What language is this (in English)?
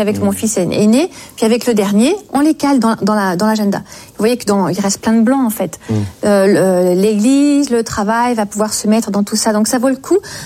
French